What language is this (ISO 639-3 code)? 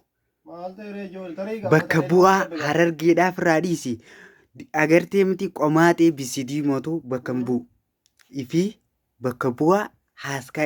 orm